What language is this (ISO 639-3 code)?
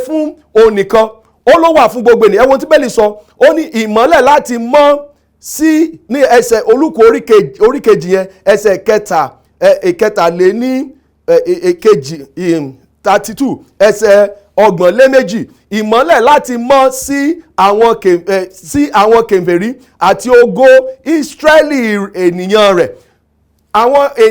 yor